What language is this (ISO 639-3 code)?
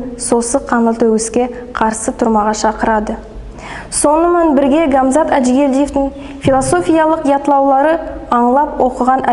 nog